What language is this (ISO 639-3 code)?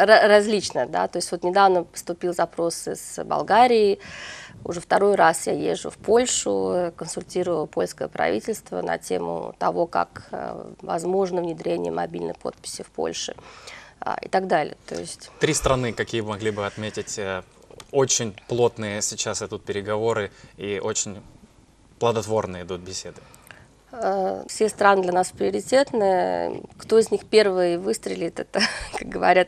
rus